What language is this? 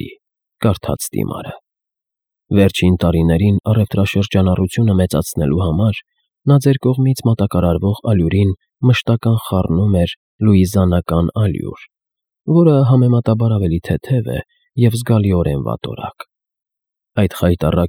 Armenian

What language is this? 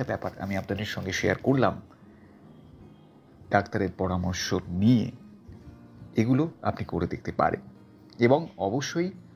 Bangla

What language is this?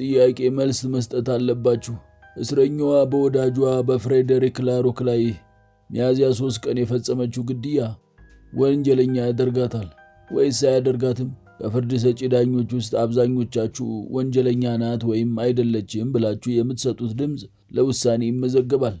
Amharic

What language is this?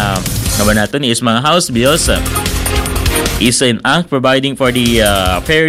Filipino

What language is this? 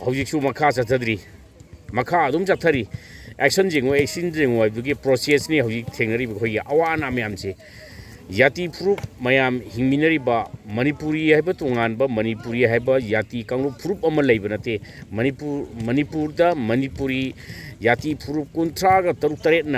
Manipuri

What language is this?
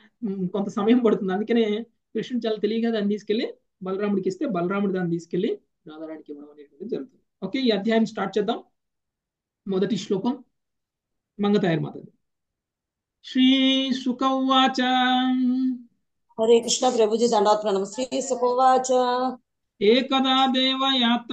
Telugu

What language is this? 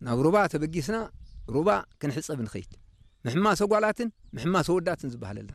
Tigrinya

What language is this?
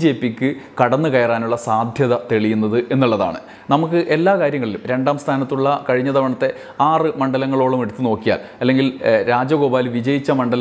Malayalam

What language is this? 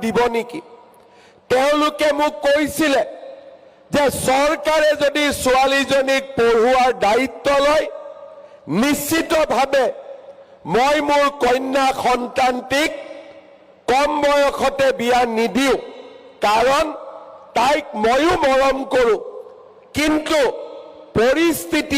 Assamese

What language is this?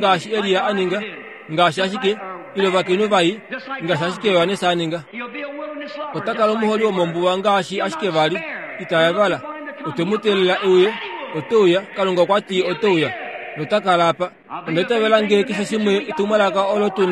Kuanyama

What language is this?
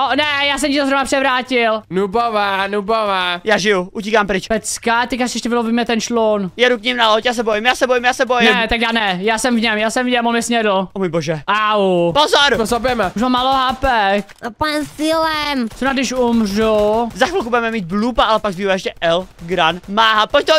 Czech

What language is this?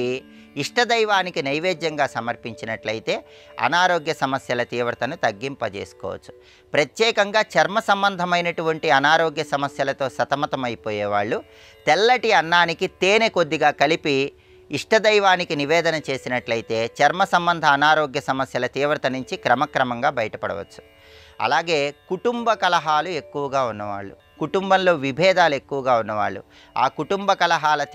Telugu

